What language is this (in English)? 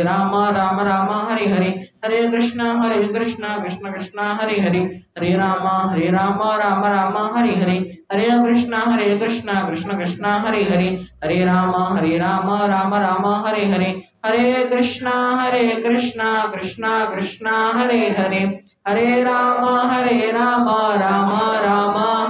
Odia